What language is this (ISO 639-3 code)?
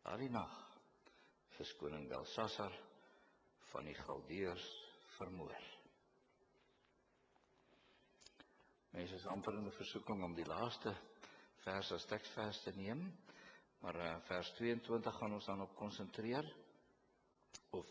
afr